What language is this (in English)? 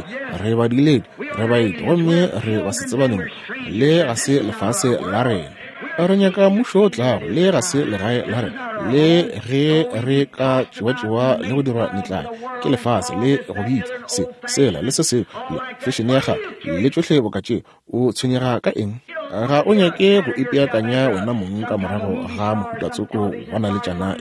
Northern Sotho